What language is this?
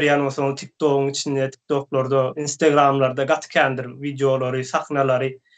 Turkmen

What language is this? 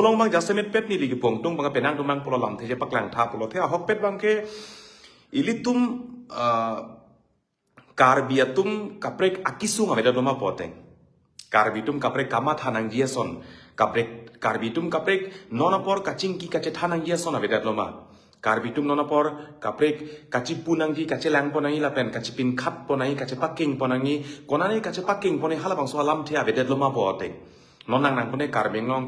Karbi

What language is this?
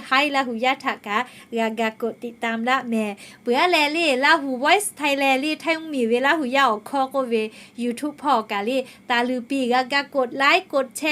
Lahu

